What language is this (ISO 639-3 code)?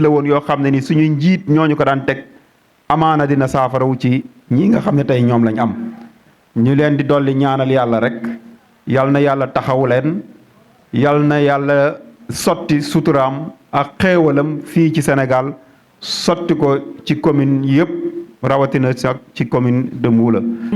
wol